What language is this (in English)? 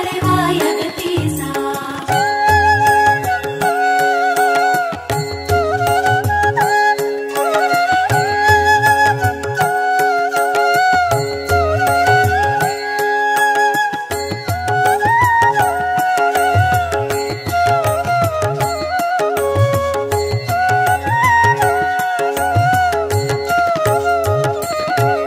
Tamil